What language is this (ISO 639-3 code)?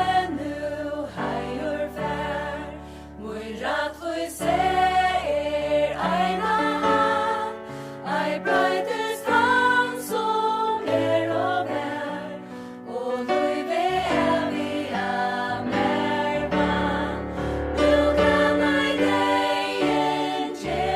fao